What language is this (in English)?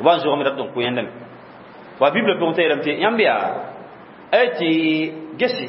Mossi